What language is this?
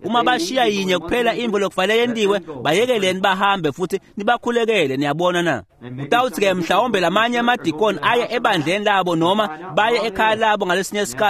Swati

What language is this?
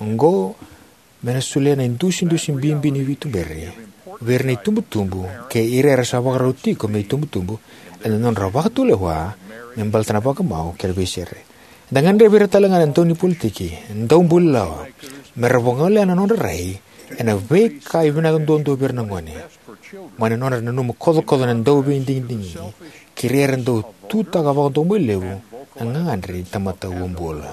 Fijian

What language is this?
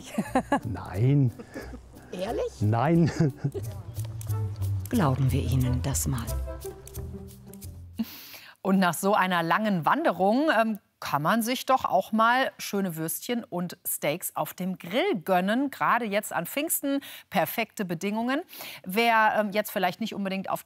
German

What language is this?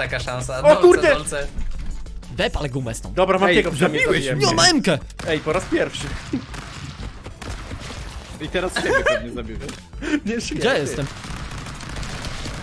Polish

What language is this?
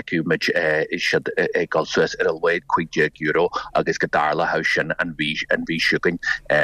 Irish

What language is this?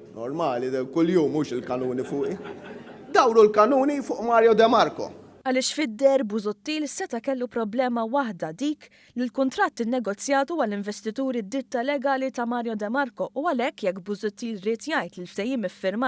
Maltese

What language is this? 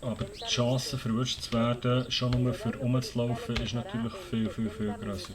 Swiss German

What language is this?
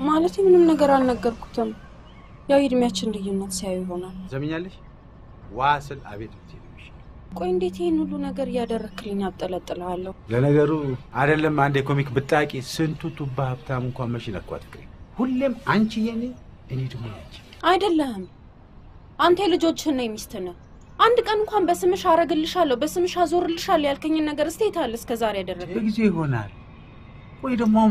Amharic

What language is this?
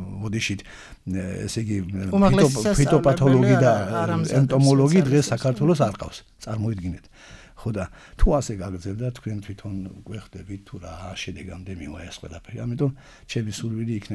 Georgian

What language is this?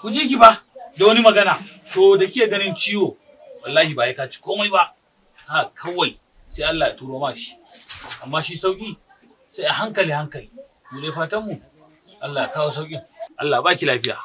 Hausa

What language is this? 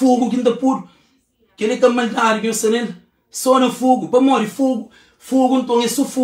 Kabuverdianu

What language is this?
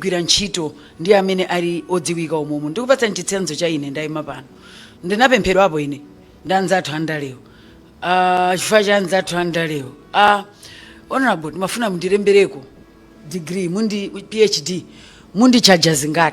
Nyanja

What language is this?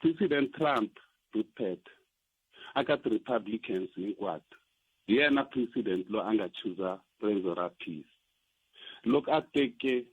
Tsonga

